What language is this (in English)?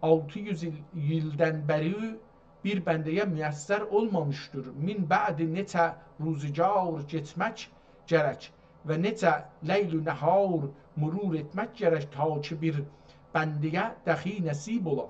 South Azerbaijani